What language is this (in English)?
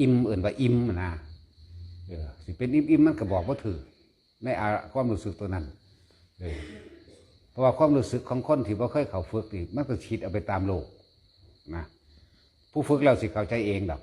Northeastern Thai